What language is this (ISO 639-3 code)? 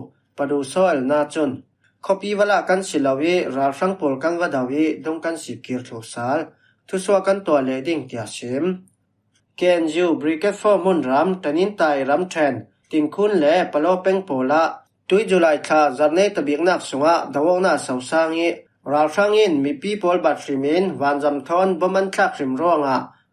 cfm